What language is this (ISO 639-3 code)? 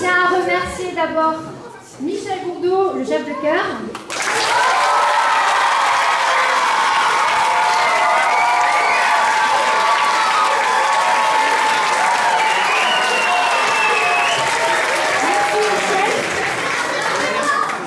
fra